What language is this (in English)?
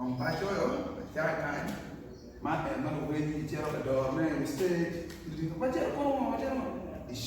Acoli